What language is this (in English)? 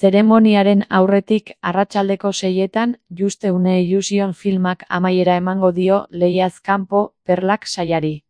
Basque